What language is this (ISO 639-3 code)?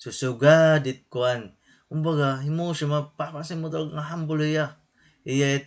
war